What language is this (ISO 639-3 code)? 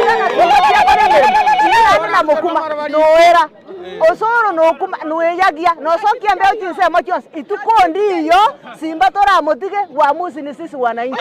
guz